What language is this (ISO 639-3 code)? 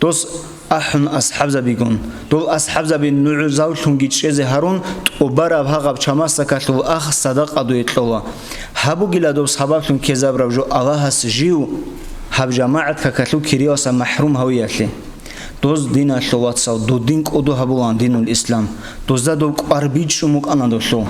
ava